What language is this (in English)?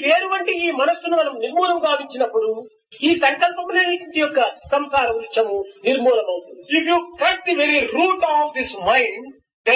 Telugu